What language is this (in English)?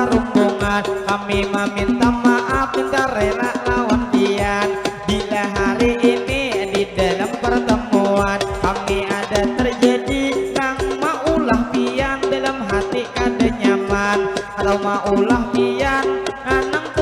Banjar